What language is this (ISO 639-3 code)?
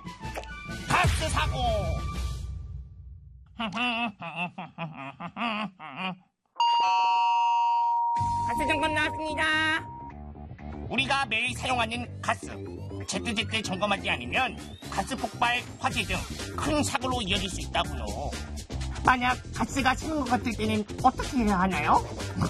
kor